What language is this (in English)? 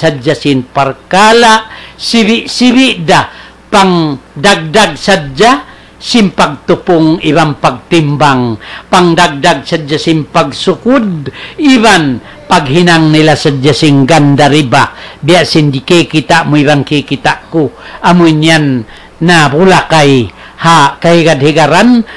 Tausug